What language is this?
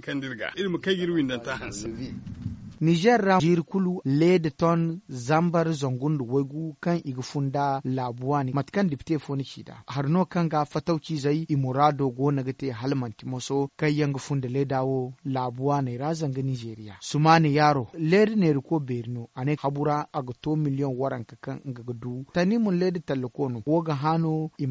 Zarma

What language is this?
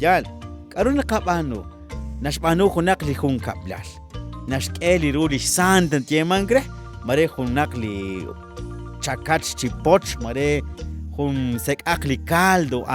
Kekchí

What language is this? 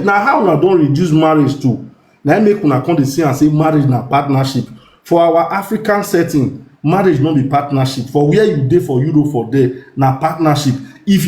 Nigerian Pidgin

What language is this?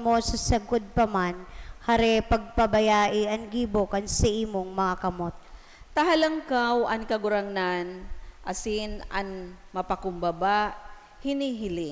Bikol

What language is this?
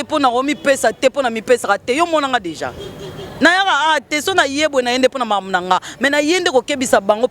Lingala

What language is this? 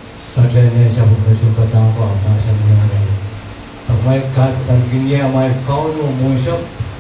Pohnpeian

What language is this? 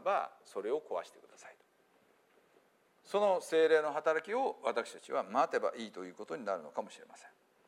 Japanese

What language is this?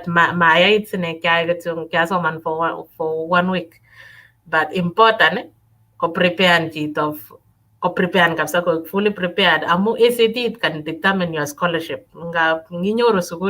Kalenjin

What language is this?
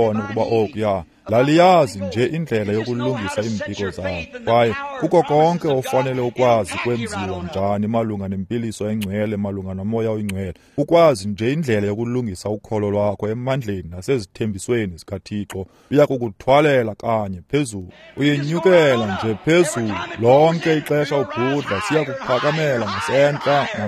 Xhosa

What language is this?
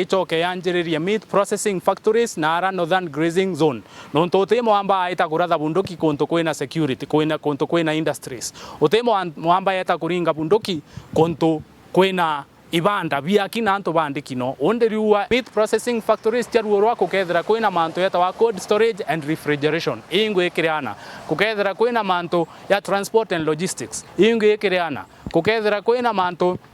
Meru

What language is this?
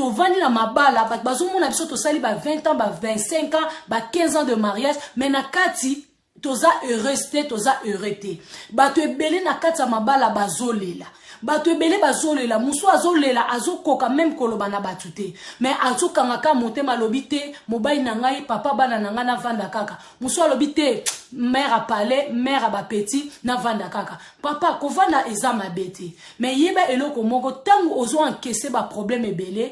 Lingala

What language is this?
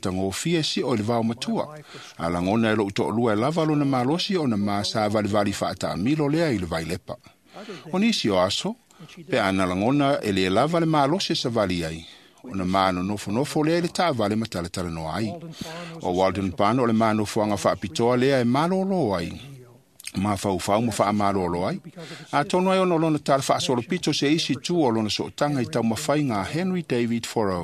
Samoan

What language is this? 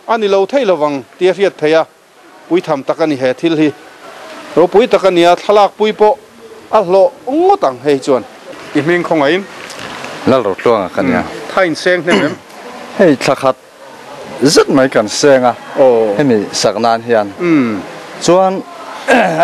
Mizo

